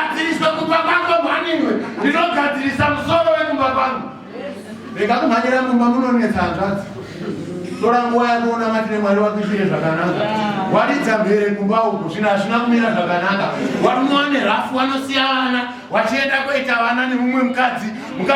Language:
Shona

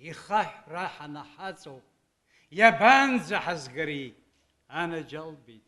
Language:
Abkhazian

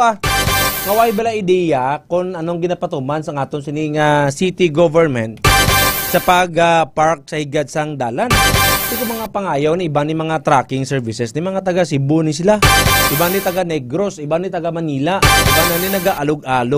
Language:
Hiligaynon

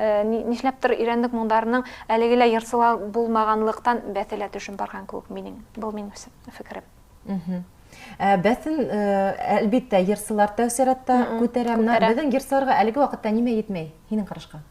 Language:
Bashkir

